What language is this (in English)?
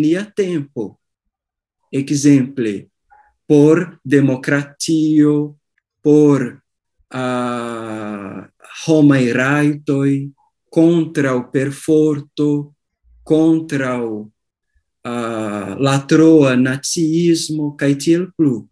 Esperanto